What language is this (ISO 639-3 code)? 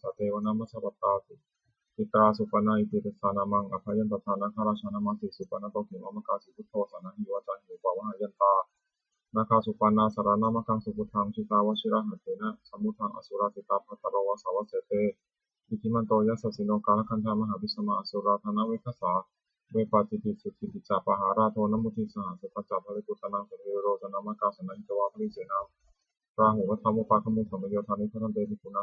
pli